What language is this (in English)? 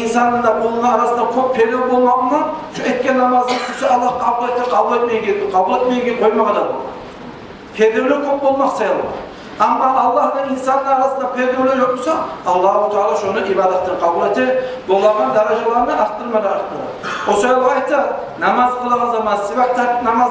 Kumyk